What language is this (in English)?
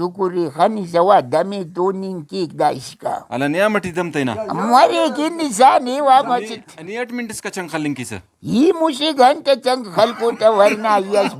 Brahui